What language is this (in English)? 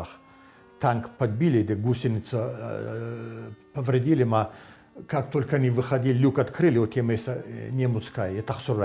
Ossetic